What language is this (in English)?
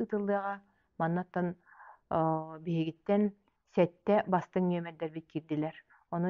Yakut